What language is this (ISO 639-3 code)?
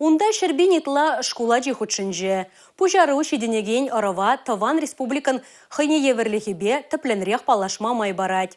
chv